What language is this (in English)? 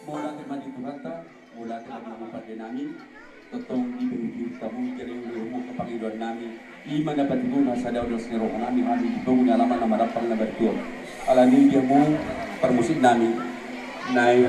Batak Toba